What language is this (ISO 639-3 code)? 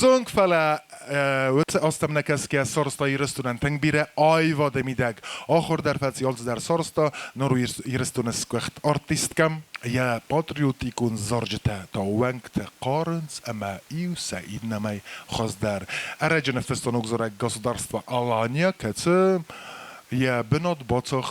oss